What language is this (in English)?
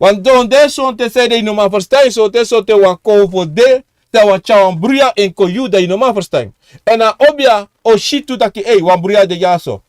Sranan Tongo